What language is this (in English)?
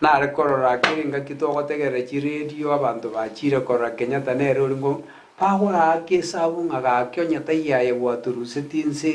Gusii